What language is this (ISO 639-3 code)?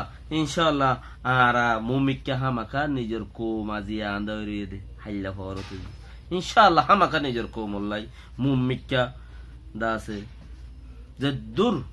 rhg